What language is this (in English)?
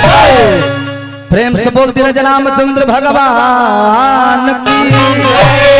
Bhojpuri